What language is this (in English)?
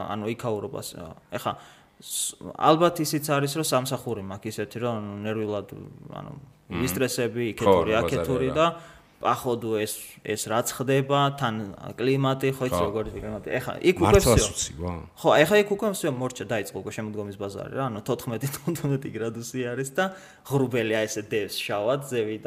Georgian